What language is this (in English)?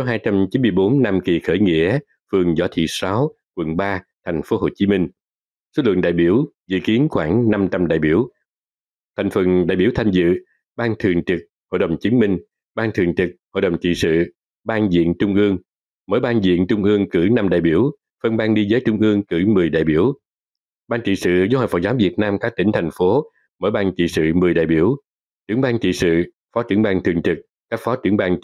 Vietnamese